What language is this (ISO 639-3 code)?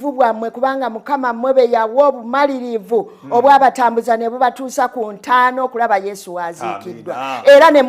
lug